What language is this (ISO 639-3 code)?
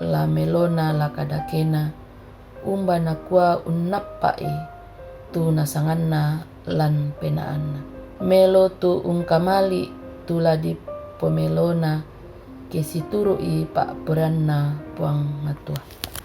sda